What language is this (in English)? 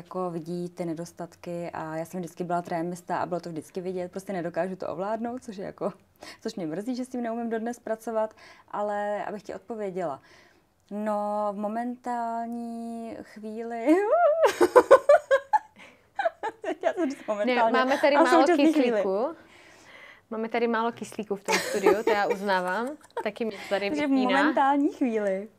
Czech